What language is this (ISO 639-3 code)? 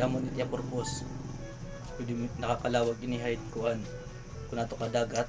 war